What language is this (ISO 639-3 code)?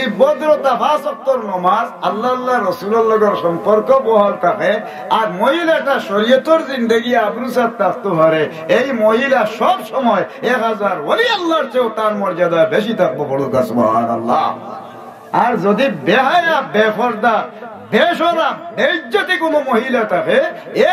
syl